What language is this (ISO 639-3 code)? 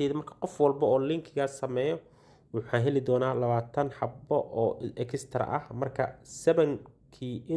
som